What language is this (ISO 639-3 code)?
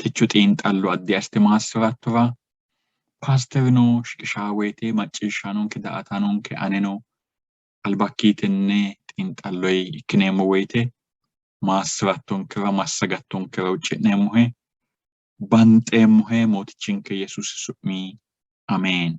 sid